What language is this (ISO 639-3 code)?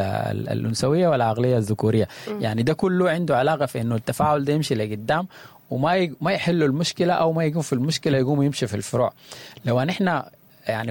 apd